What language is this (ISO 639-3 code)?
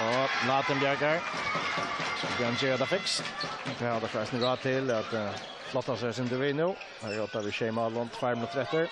fao